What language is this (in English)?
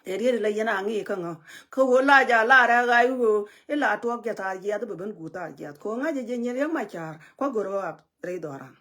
Nuer